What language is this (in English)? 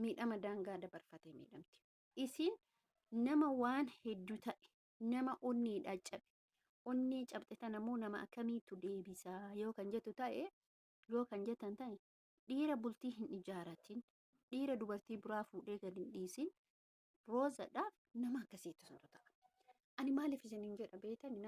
Oromo